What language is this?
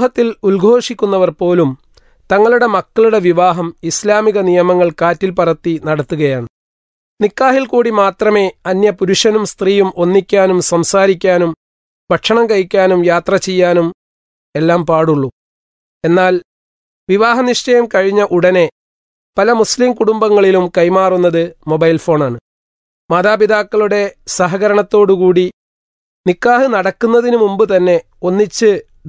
Malayalam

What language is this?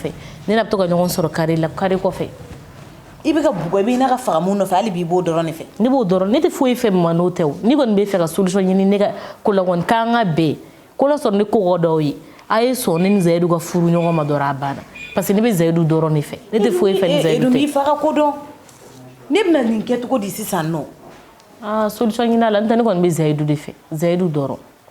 Bambara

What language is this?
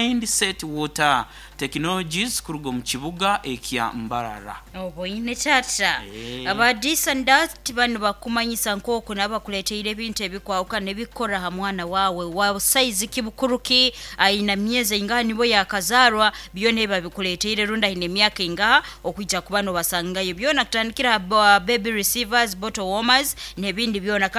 Nyoro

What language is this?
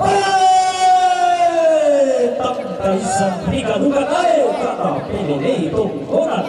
Toraja-Sa'dan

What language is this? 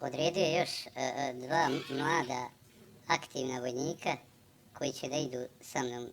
Bosnian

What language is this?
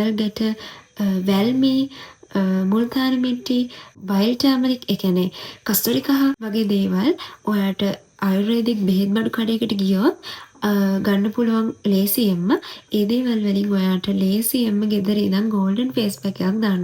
Sinhala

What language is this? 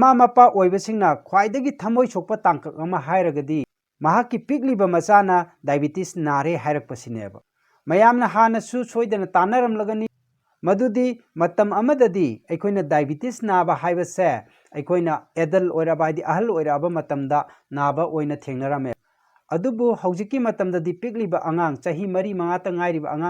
Manipuri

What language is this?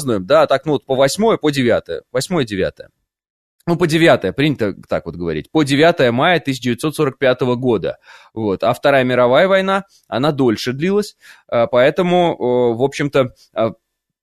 Russian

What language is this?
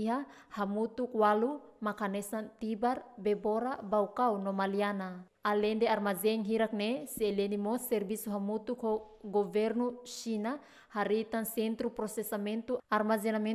Tetum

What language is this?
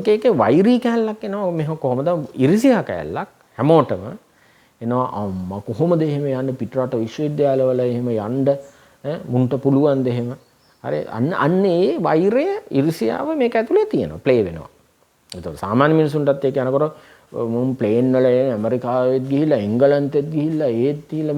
Sinhala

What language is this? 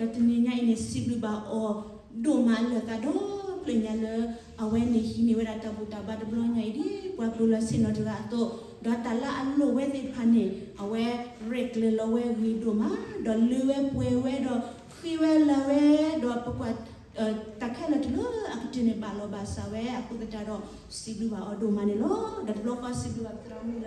S'gaw Karen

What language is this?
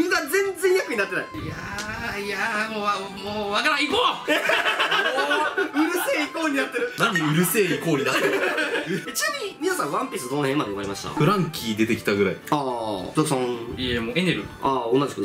Japanese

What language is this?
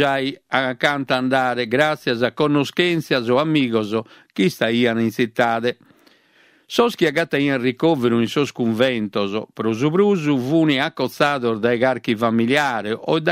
Sardinian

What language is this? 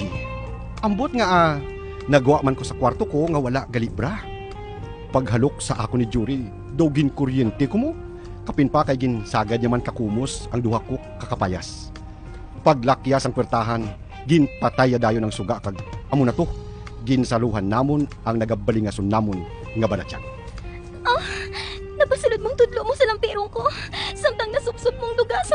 Hiligaynon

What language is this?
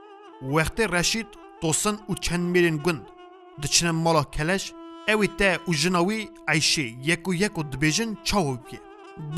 Kurdish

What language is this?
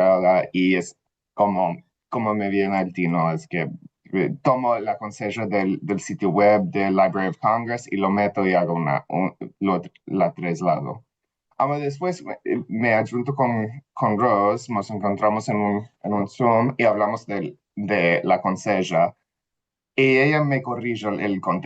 Ladino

